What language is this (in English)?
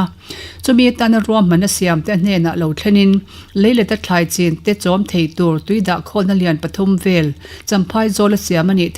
Mizo